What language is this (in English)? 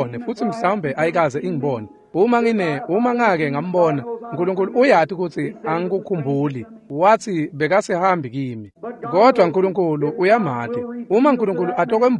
Swati